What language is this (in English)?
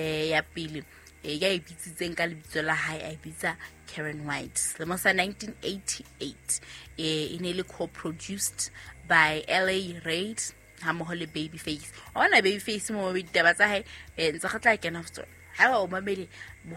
Southern Sotho